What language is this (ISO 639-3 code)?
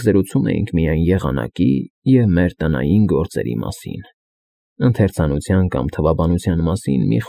hye